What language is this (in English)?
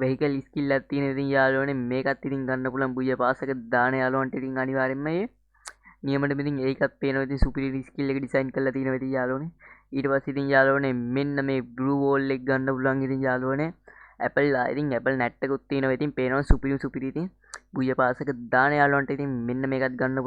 Sinhala